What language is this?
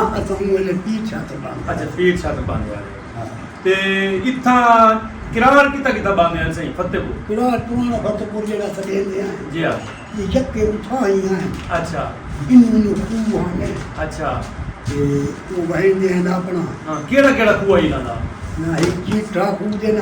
Saraiki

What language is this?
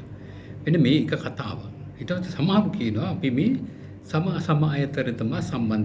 Sinhala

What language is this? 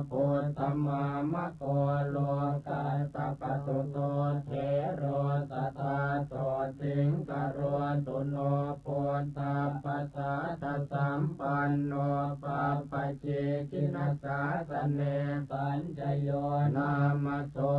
Pali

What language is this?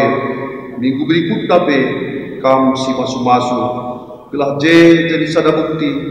Batak Karo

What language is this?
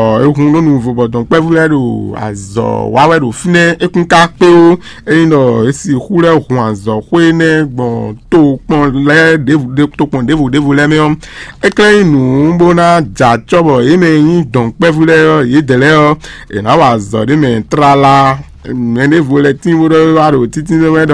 Fon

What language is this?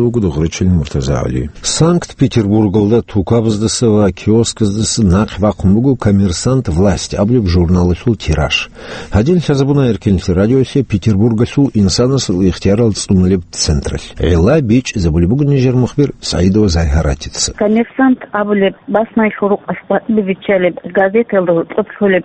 Avaric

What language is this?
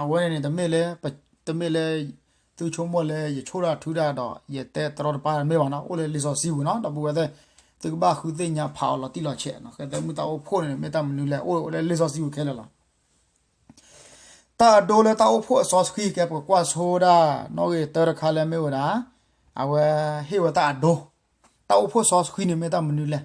S'gaw Karen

